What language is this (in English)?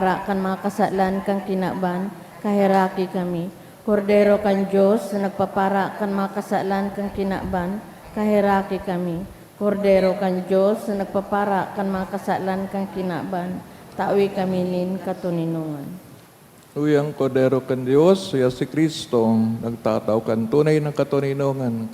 Bikol